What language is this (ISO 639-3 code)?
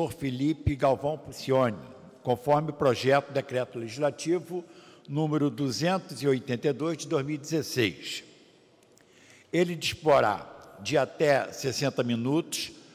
por